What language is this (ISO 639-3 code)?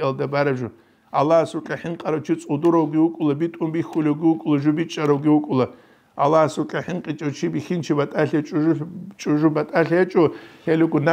ava